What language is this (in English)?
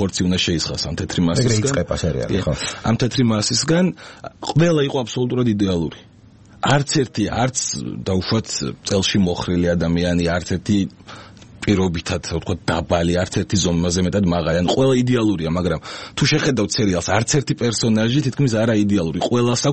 Georgian